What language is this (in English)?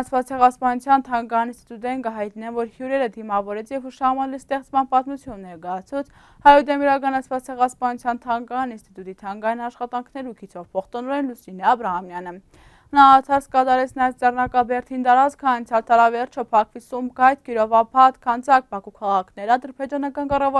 Armenian